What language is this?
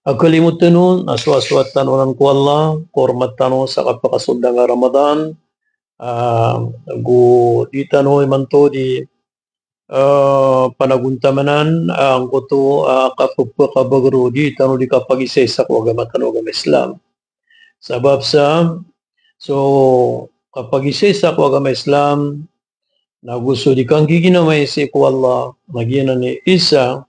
Maranao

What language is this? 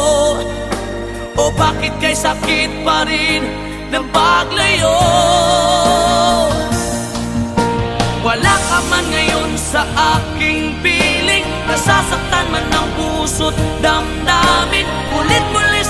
Filipino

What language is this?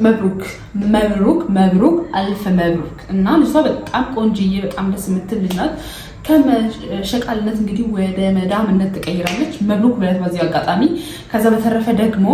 Amharic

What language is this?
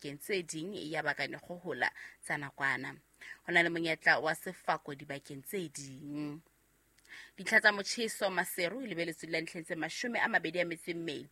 Southern Sotho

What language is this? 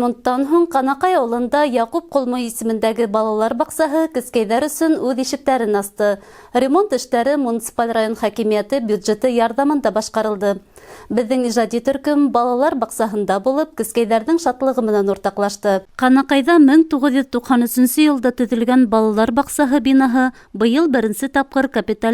Bashkir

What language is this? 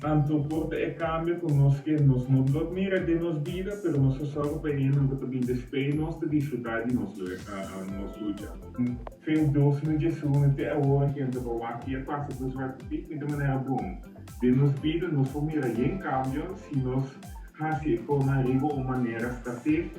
Papiamento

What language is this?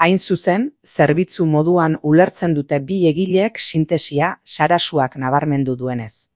Basque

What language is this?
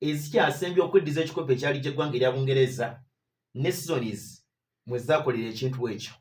Ganda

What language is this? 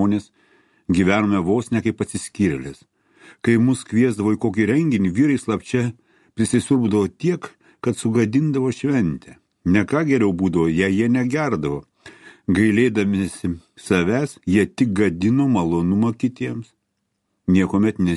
Lithuanian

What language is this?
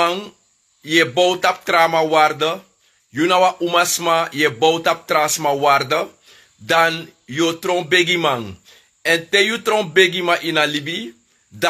Sranan Tongo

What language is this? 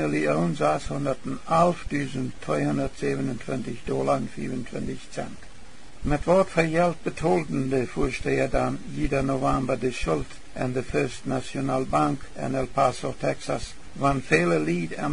Plautdietsch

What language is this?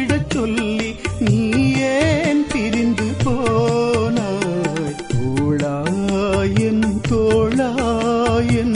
Tamil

